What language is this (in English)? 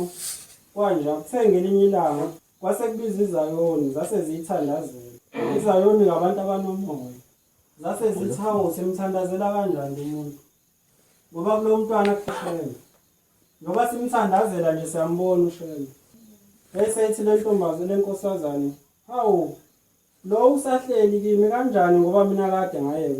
Zulu